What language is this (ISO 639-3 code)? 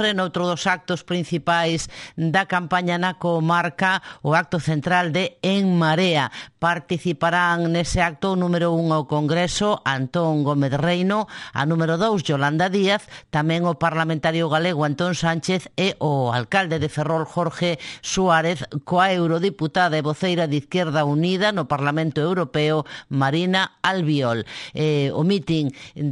glg